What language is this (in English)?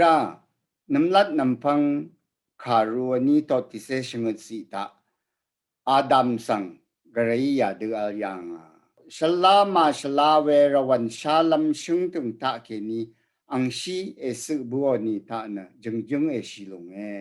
Rawang